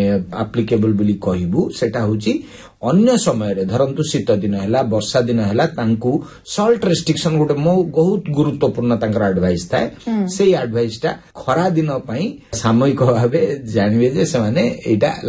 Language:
Odia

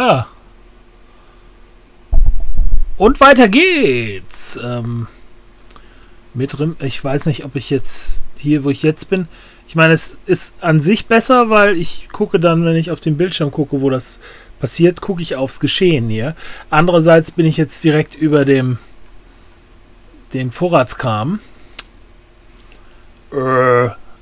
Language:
German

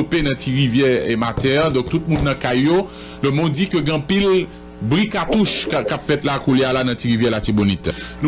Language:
Haitian Creole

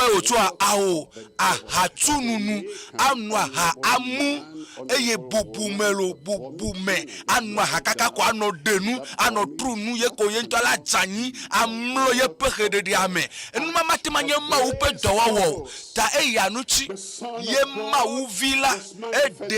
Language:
Ewe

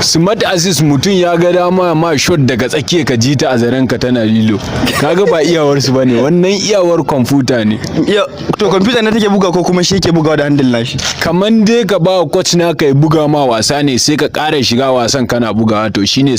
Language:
Hausa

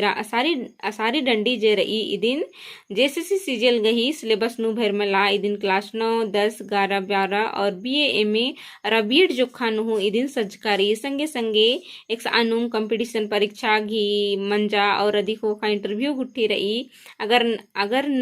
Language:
Kurukh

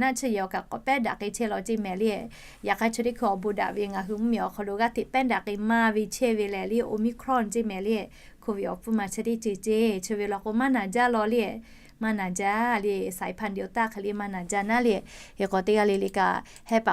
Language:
Lahu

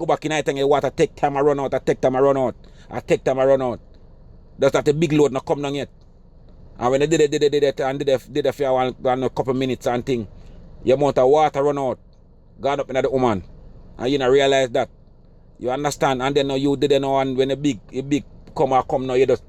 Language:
Jamaican Creole English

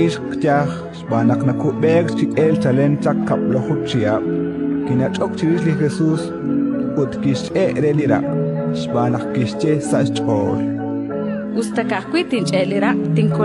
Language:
Kekchí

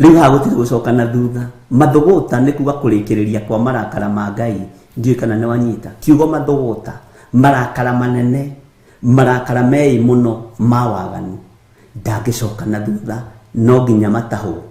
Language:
Kikuyu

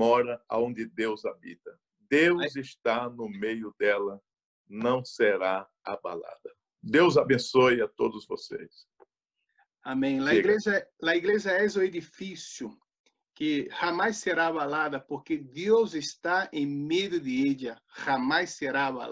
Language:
Portuguese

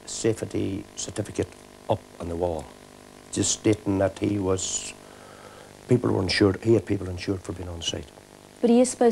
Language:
English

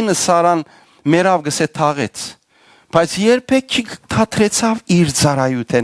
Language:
Western Armenian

